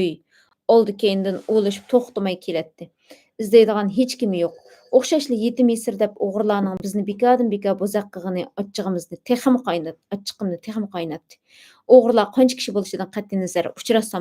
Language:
Uyghur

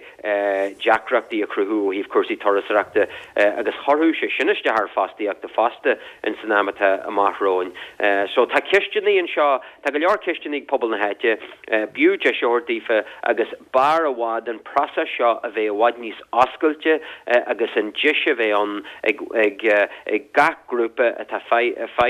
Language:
Irish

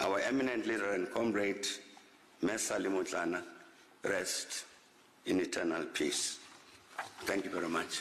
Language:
English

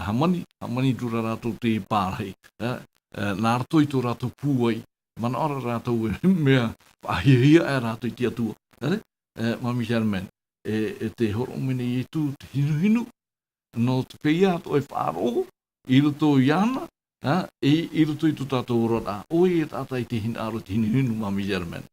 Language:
Tahitian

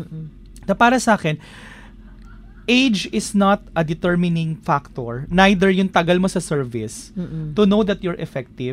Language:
Filipino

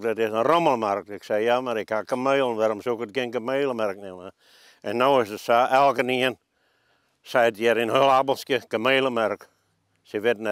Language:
Western Frisian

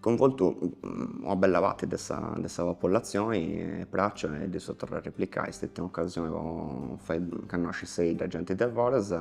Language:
Sardinian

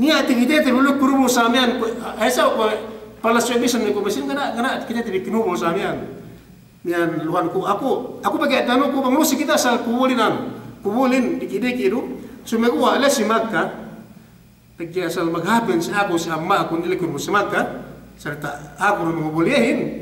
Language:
Yakan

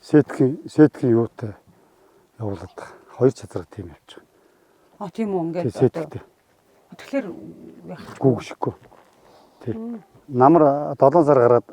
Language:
Mongolian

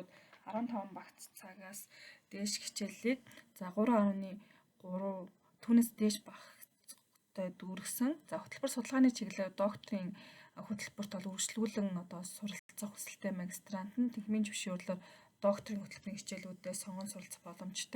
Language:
Mongolian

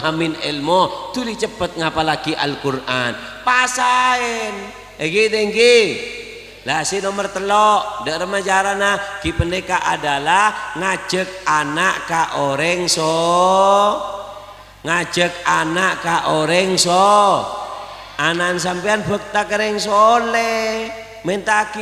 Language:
Madurese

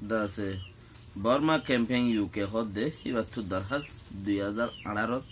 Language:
Rohingya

